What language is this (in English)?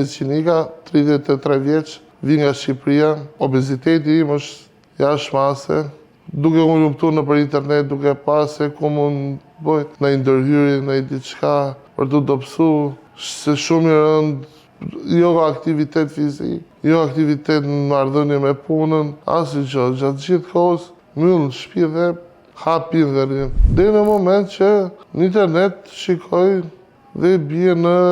Albanian